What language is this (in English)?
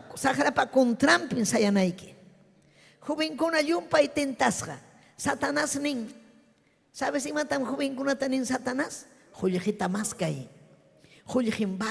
Ayacucho Quechua